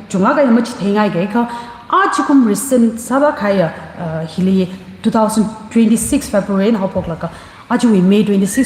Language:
Tangkhul Naga (India)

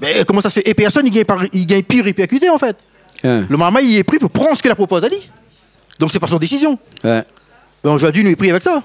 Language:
Réunion Creole French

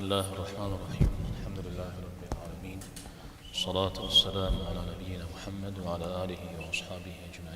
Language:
Kabardian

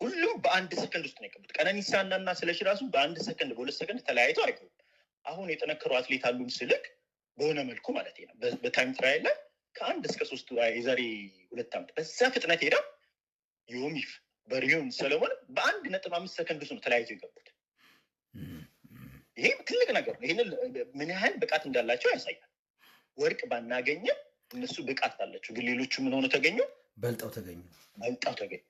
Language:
Amharic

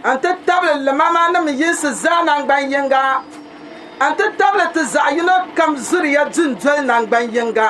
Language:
Dagbani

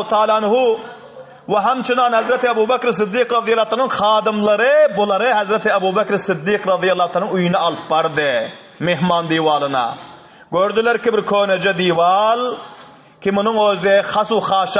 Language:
Turkmen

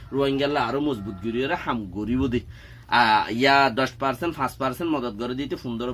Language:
Rohingya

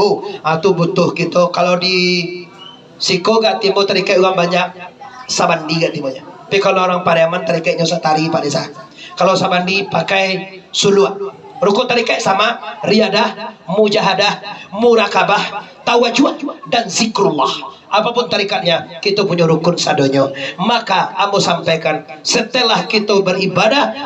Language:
Minangkabau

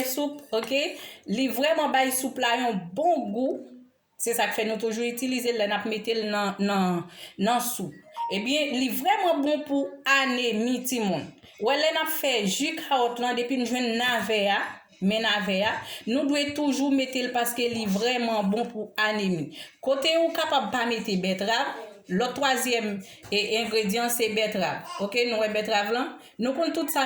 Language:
Haitian Creole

